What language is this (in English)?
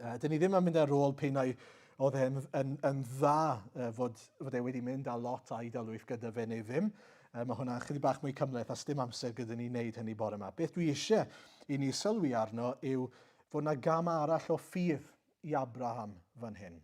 Welsh